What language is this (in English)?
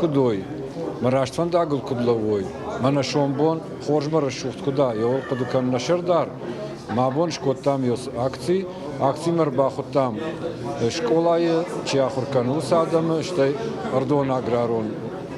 Ossetic